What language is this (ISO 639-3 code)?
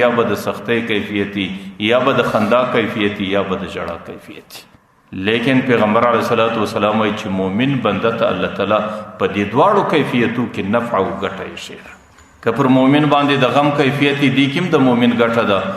pus